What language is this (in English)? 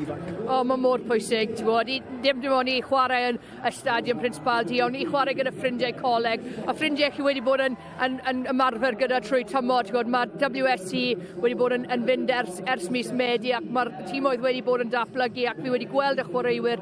Welsh